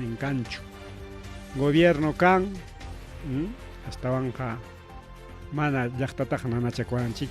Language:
Ayacucho Quechua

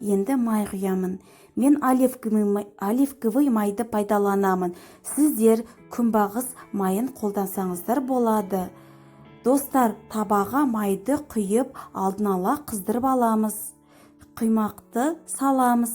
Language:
Kazakh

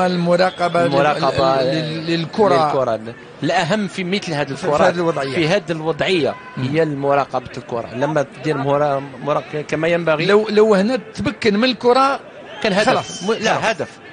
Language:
Algerian Arabic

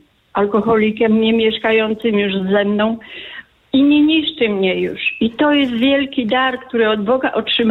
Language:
Polish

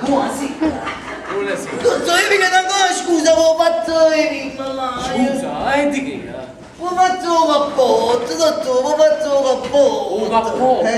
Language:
Neapolitan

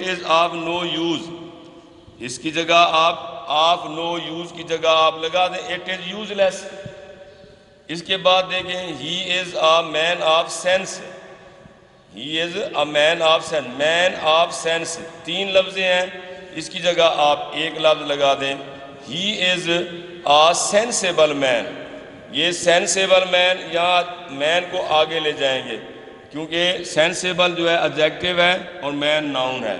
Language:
Urdu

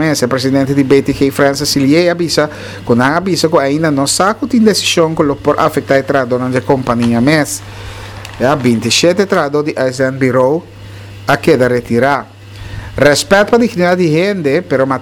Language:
Papiamento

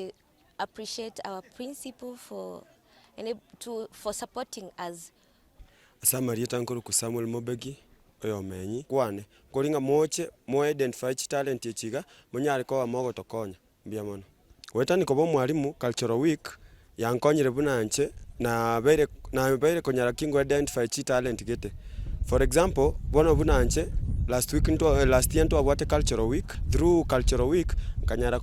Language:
Gusii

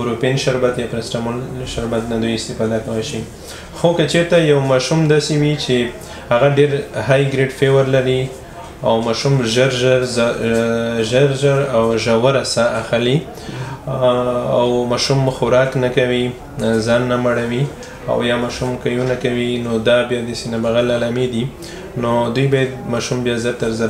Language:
Pashto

